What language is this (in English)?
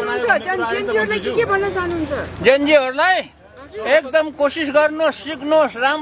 Nepali